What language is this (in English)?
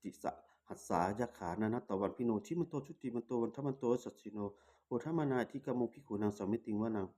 Pali